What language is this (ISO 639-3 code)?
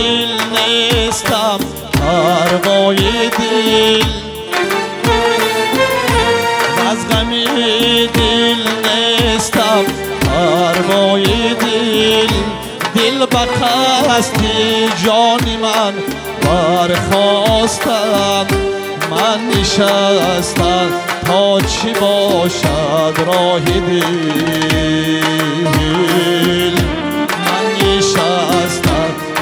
fas